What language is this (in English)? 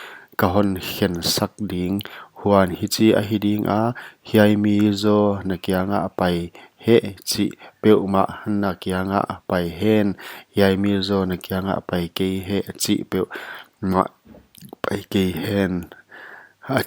Paite Chin